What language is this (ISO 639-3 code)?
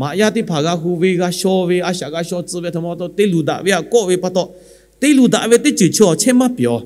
lhu